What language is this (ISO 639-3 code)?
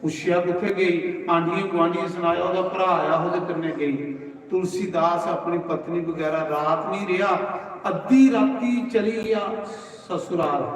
doi